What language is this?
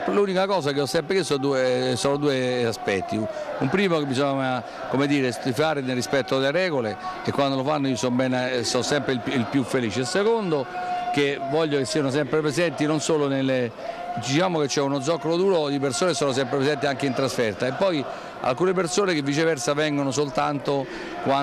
Italian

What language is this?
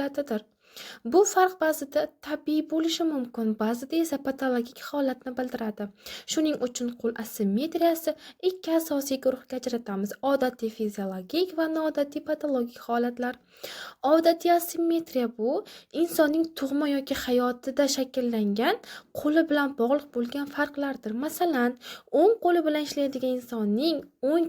Uzbek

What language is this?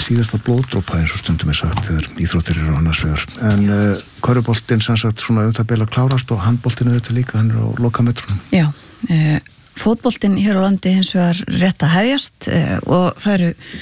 Icelandic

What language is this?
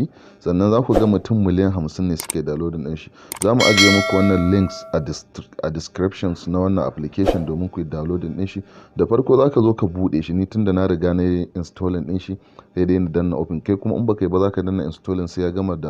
Hausa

